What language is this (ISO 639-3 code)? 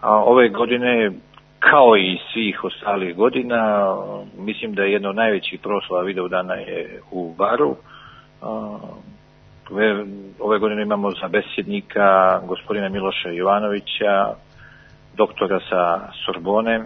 srp